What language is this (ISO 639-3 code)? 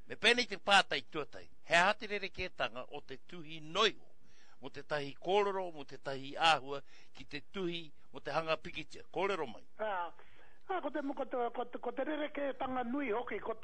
mri